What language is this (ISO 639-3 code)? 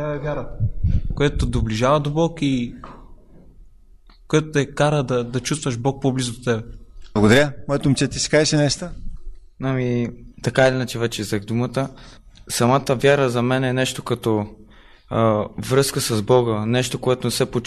bul